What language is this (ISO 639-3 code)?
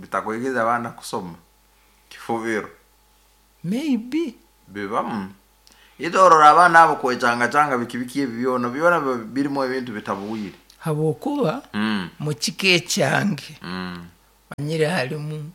nyn